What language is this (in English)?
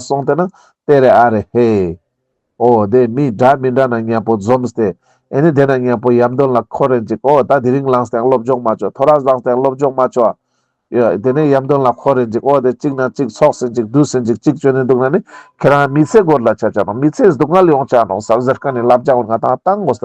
Ladakhi